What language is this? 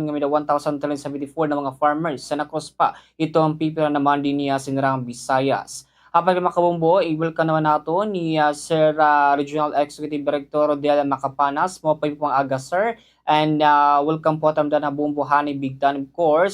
Waray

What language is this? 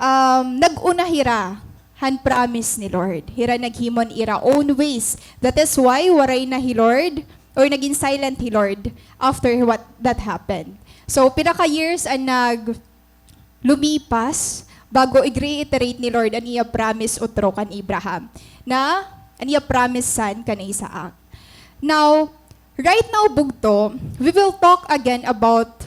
Waray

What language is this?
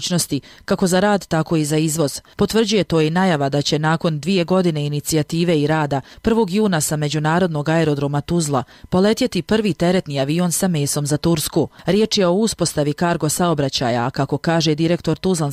Bosnian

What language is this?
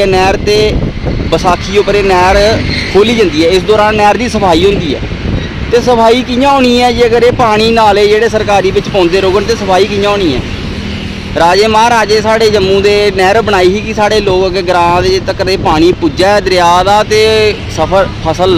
Dogri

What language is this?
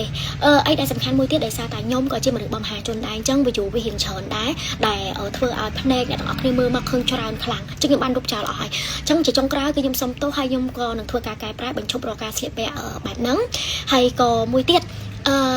Khmer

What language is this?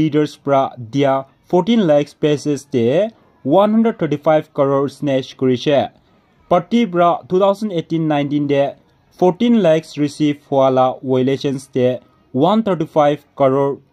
Naga Pidgin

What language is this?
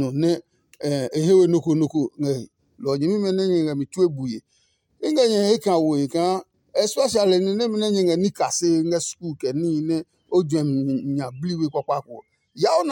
Adangme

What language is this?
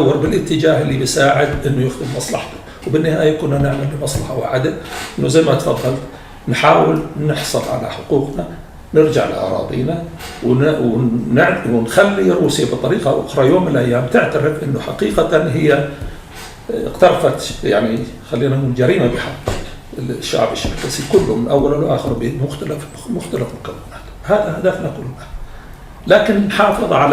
North Levantine Arabic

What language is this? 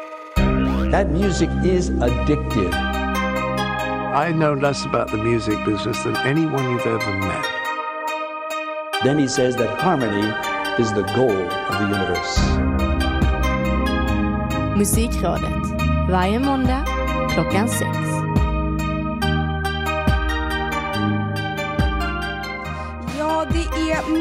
Swedish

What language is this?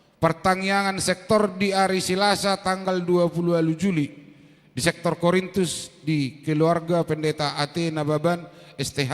Batak Toba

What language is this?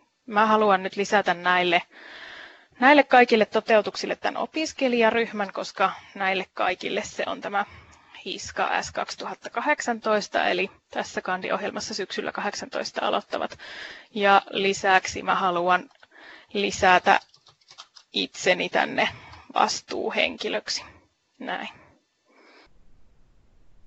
Finnish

